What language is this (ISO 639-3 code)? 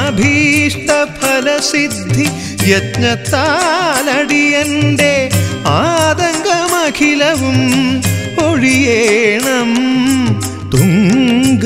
mal